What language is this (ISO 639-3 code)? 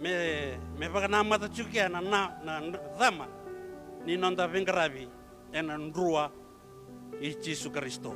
fij